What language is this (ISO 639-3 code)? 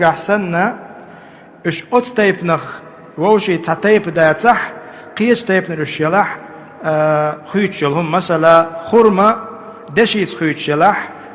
che